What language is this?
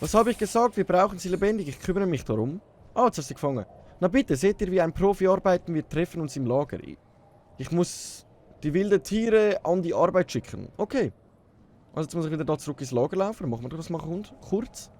Swiss German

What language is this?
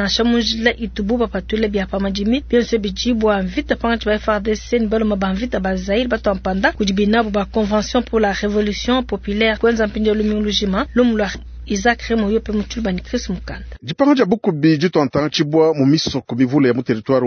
Luba-Lulua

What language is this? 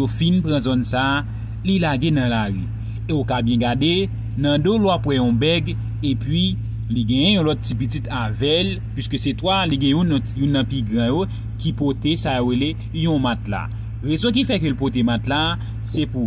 Haitian Creole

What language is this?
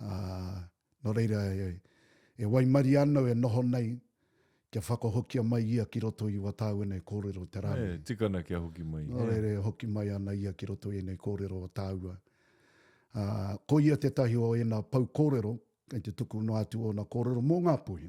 Māori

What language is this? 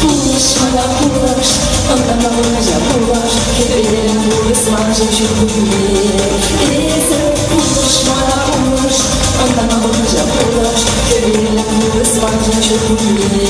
Chuvash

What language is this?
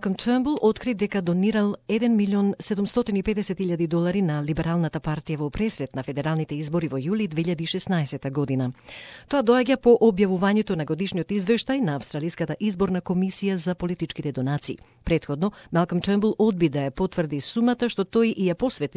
Macedonian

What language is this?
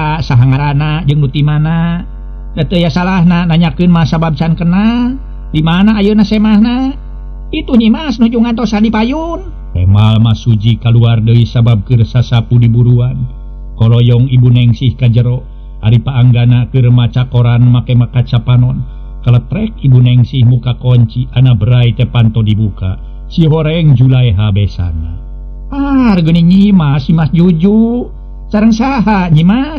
Sundanese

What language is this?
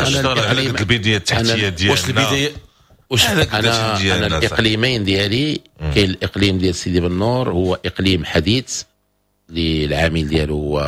Moroccan Arabic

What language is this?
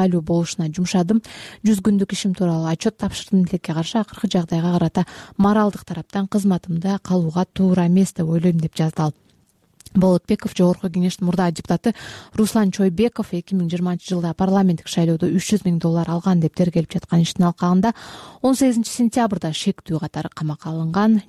Kyrgyz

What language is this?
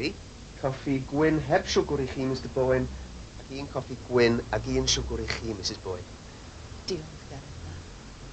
Welsh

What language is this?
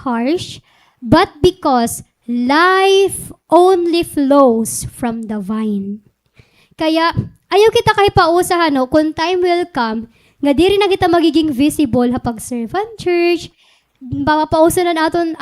Waray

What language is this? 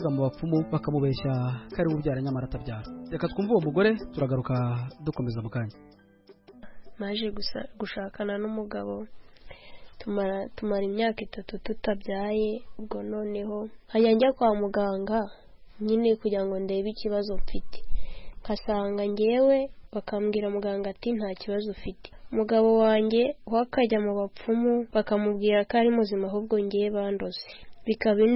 Kinyarwanda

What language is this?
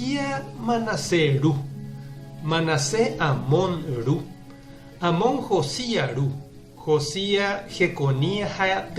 Guarani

